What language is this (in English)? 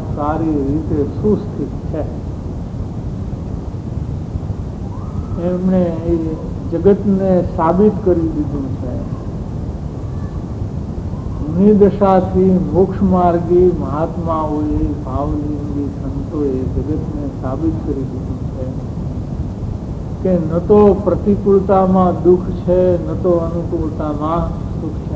Gujarati